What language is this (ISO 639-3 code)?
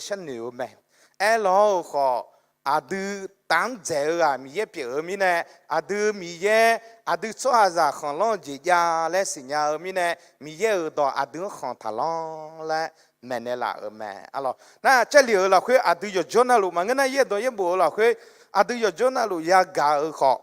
ahk